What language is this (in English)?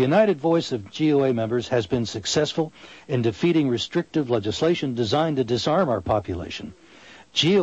English